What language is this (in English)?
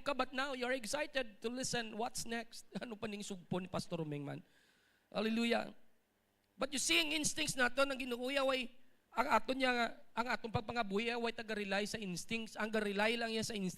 Hiligaynon